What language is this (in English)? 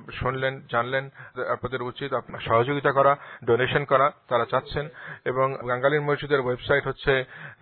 Bangla